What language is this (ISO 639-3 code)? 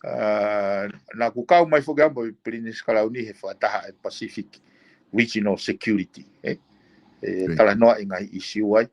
ton